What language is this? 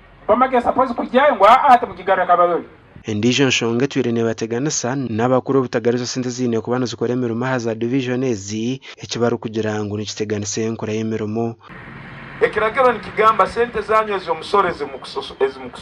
Nyankole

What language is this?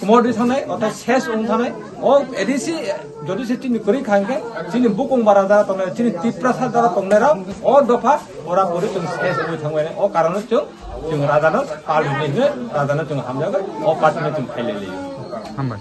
Kok Borok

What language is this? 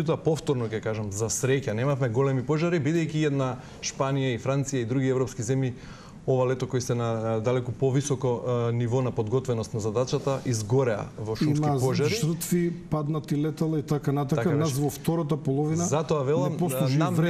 Macedonian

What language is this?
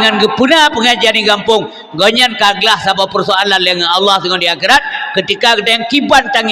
Achinese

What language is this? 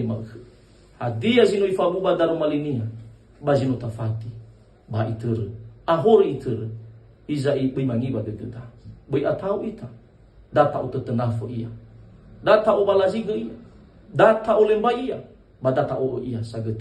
Nias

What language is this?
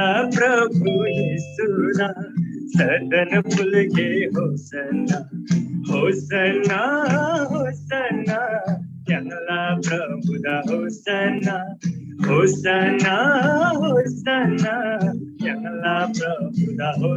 Eastern Tamang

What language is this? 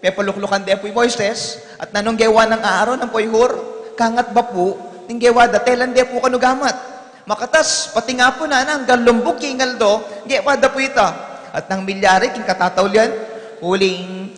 Pampanga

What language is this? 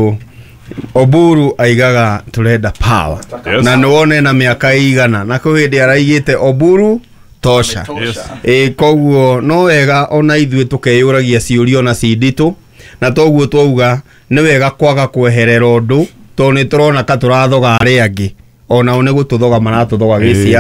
Kikuyu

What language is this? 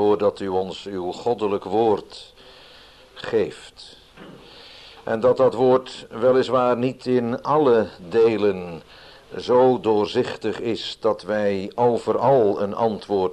Dutch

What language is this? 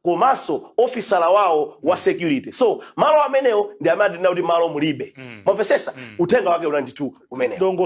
Nyanja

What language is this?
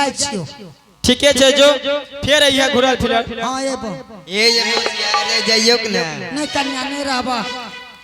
Angika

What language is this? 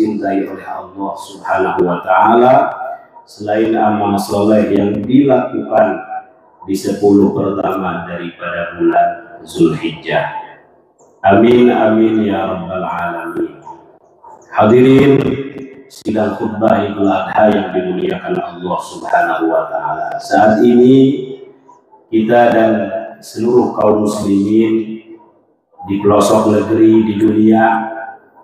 Indonesian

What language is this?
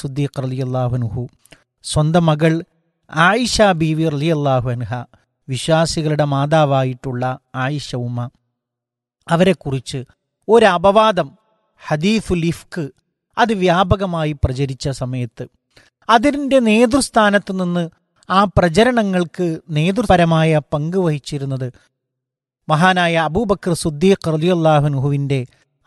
Malayalam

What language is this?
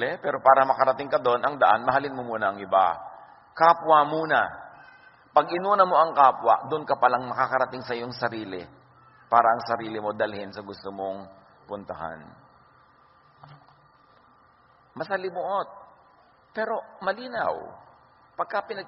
Filipino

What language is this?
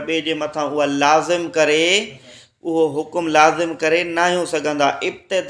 Sindhi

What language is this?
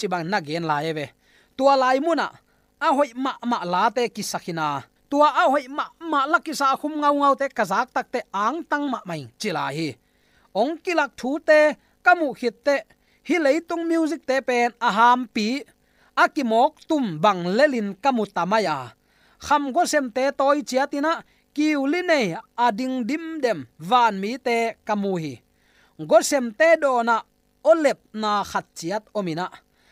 Tedim Chin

